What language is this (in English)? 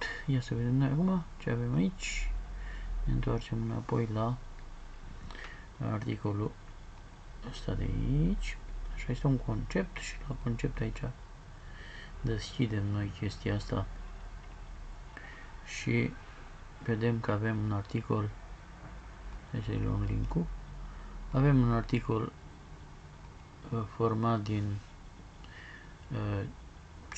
Romanian